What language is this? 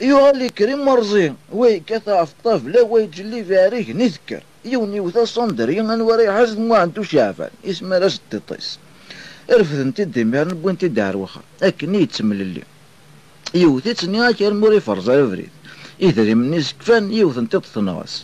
Kabyle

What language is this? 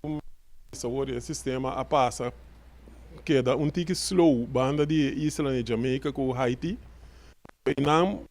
Papiamento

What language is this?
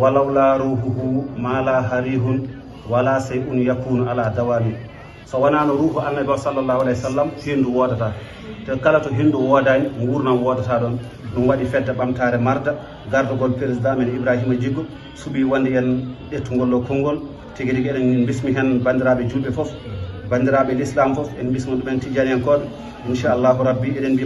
Fula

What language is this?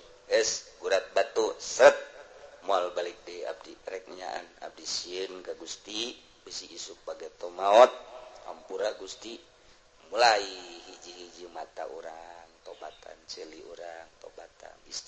Sundanese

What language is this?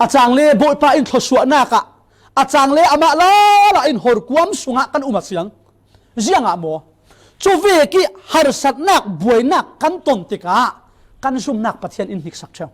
Falam Chin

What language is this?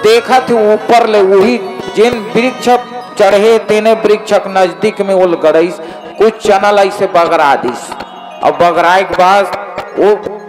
Chhattisgarhi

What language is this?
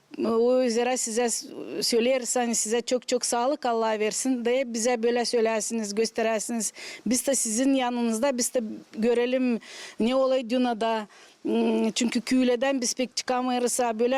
Gagauz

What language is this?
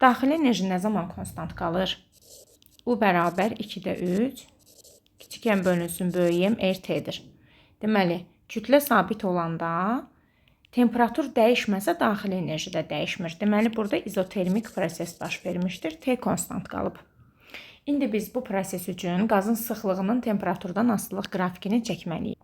Azerbaijani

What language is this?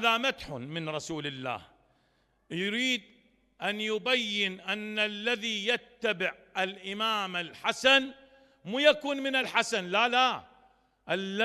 Mesopotamian Arabic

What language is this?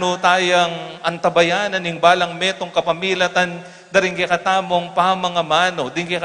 Pampanga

